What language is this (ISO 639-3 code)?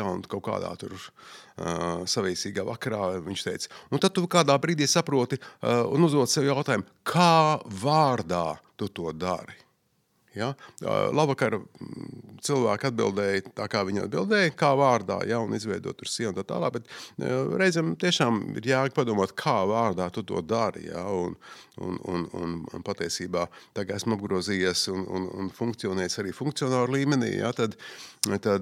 lav